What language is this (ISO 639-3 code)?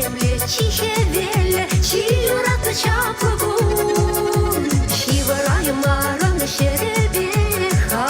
chv